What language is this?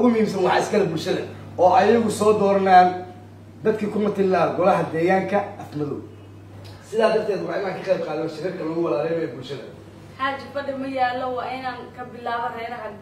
Somali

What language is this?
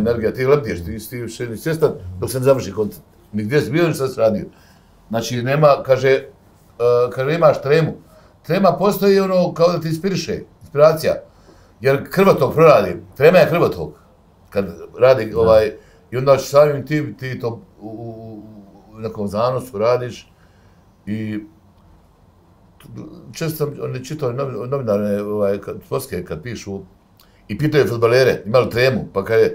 Bosnian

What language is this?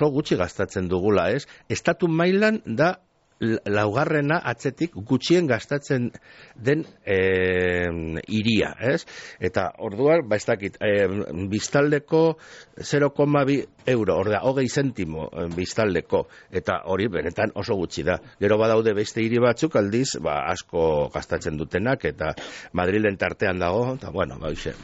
Basque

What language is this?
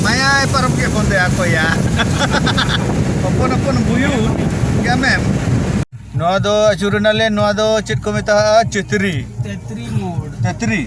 Santali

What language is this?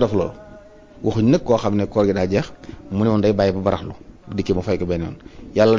Wolof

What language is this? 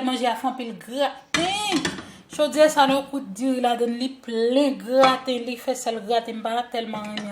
Haitian Creole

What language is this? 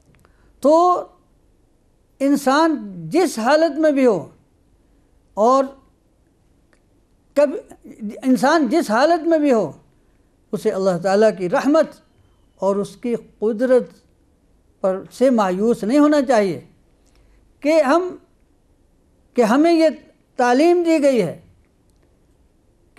Urdu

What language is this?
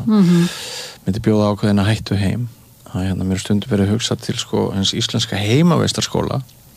Icelandic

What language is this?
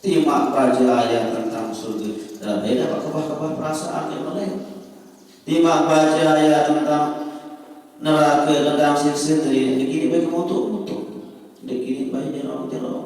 Sasak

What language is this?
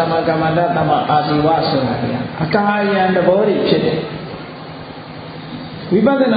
Burmese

